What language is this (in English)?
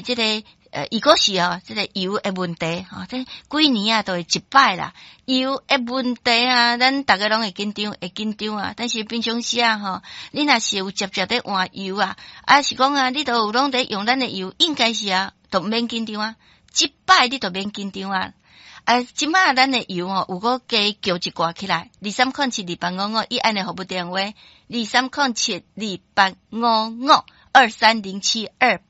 Min Nan Chinese